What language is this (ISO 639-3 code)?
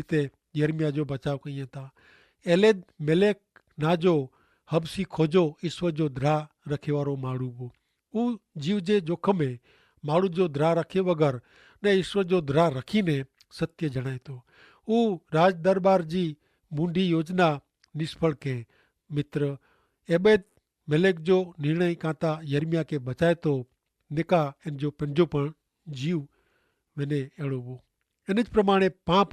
kfr